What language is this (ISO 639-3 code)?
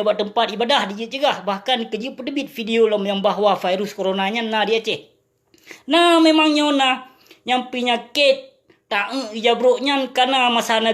ace